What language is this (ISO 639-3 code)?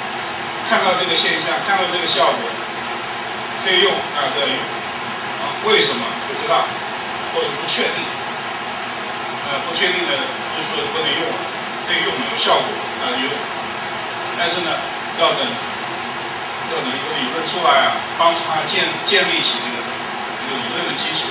zho